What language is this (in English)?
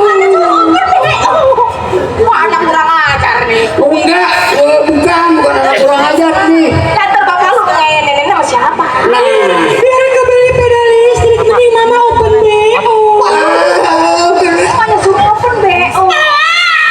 Betawi